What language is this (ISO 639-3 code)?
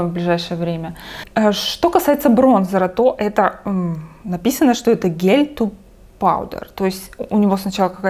rus